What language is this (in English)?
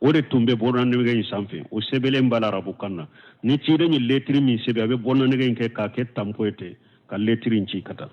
Bambara